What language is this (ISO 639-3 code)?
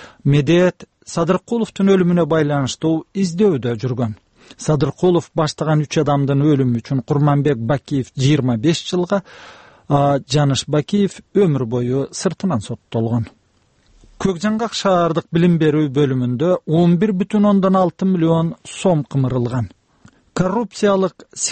kir